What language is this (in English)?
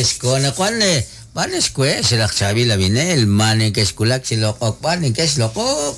Kekchí